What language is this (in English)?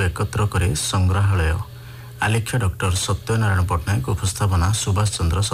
Odia